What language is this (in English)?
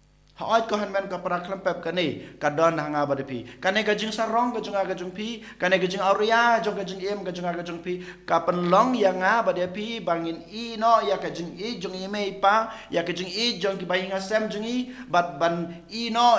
Khasi